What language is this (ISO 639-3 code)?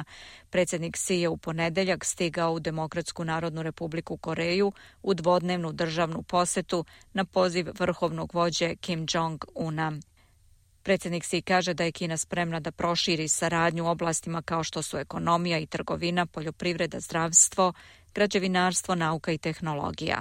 srp